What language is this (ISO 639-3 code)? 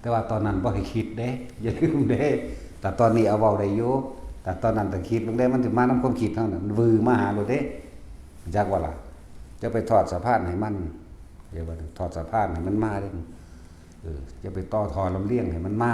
tts